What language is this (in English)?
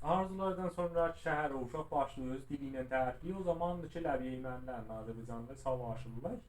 South Azerbaijani